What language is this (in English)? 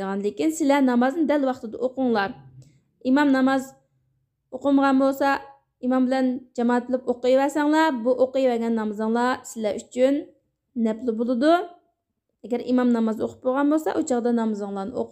Uyghur